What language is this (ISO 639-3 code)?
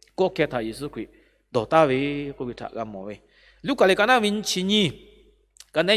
lhu